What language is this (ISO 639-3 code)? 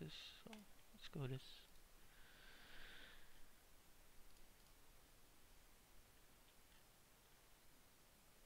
eng